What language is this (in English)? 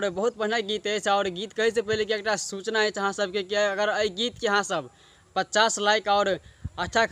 Maithili